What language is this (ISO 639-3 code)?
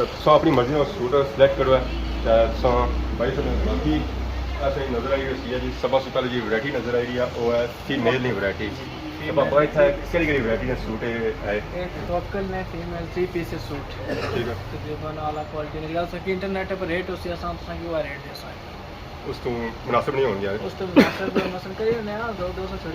phr